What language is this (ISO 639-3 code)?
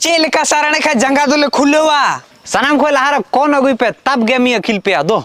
sat